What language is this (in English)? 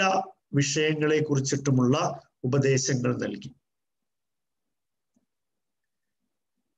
Malayalam